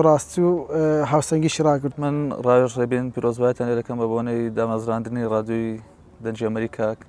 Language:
Central Kurdish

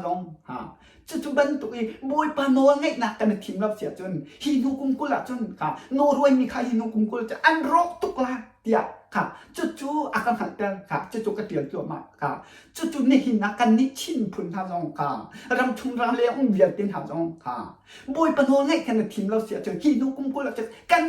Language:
Hakha Chin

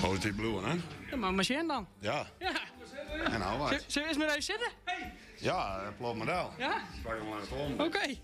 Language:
Western Frisian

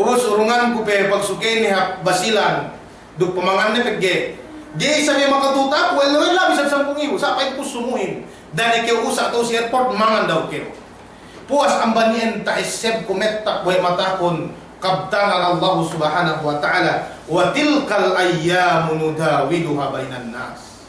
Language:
Yakan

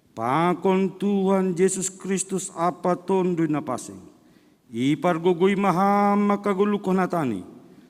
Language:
Batak Simalungun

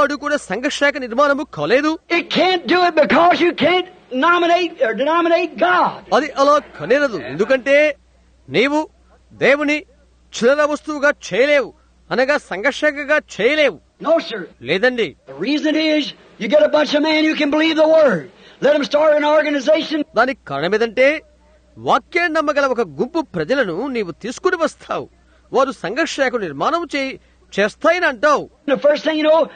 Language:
Telugu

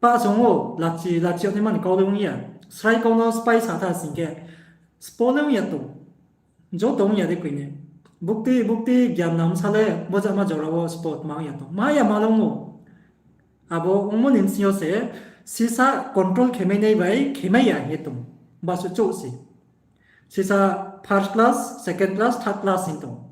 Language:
Riang (India)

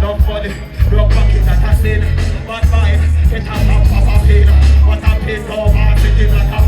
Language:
Jamaican Creole English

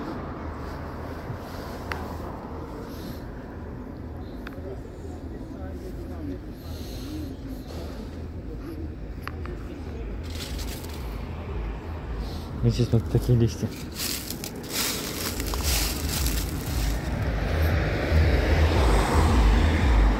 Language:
Russian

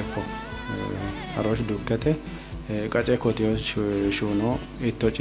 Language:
Kafa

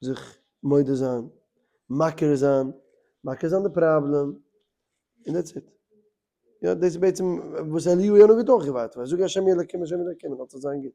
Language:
Yiddish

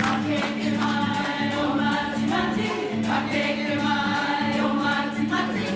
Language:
Māori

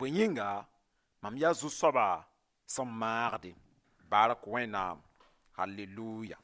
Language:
Mossi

